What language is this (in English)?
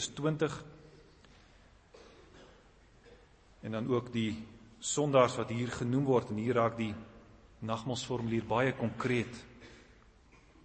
Afrikaans